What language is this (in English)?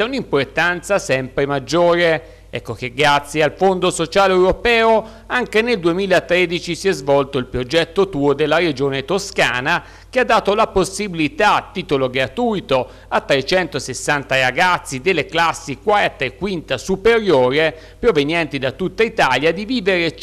Italian